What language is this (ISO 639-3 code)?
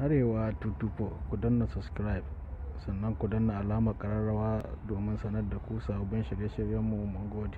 hau